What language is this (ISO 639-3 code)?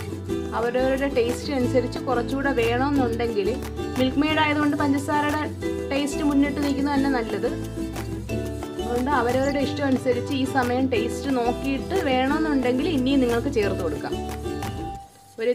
mal